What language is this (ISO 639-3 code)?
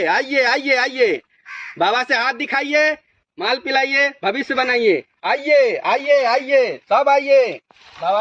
mai